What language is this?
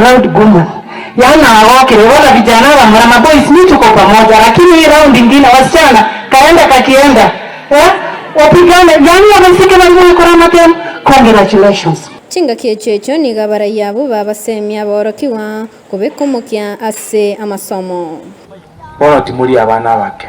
Gusii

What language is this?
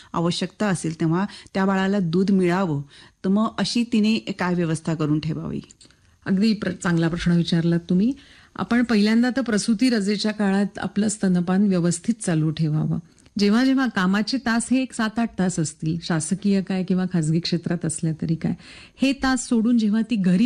Marathi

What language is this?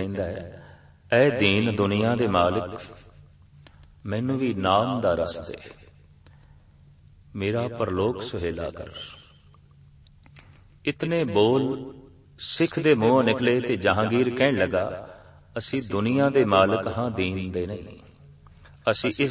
Punjabi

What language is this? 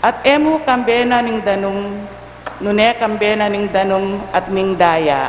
Pampanga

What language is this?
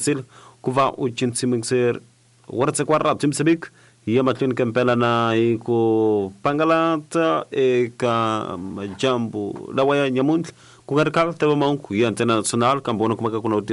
Tsonga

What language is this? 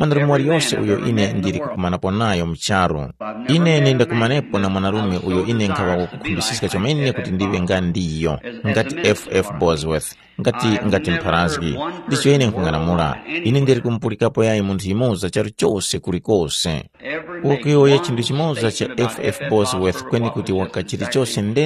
Tumbuka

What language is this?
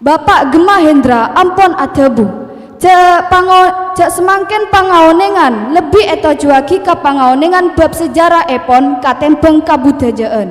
Madurese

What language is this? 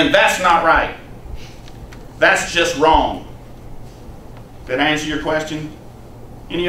English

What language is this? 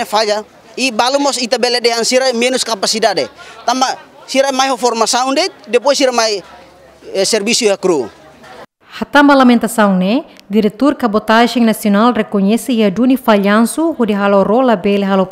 Tetum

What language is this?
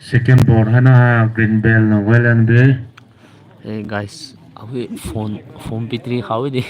Poumei Naga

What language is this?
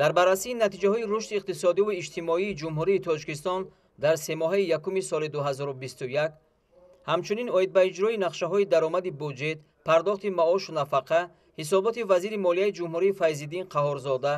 Tajik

